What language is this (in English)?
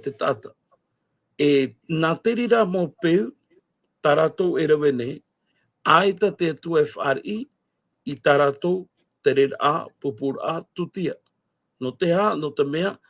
Tahitian